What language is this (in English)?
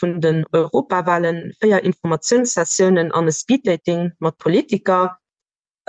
Luxembourgish